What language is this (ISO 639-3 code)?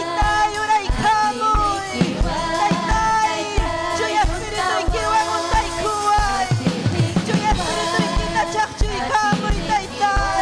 quy